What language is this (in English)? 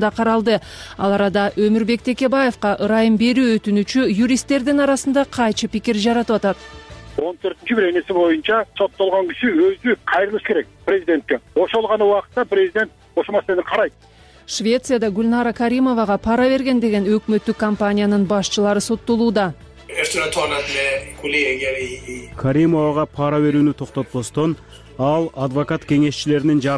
Kyrgyz